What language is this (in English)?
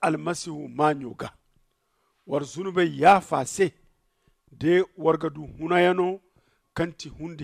Zarma